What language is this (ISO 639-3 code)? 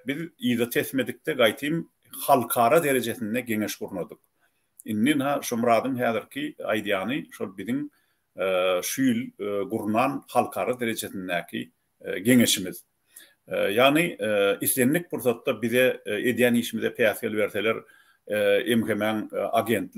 tuk